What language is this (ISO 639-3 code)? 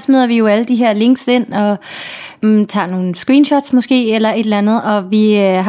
dan